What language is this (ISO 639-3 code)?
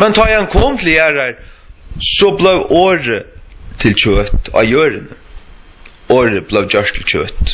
fao